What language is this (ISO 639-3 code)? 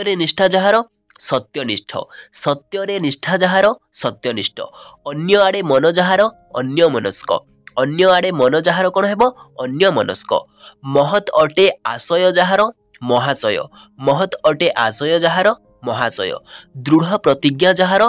ori